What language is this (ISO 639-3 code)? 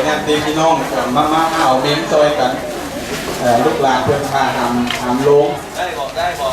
pli